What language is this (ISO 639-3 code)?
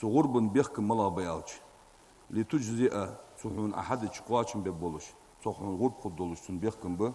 inh